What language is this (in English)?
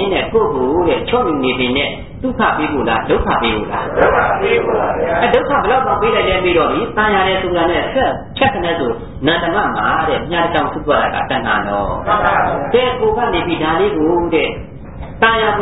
Burmese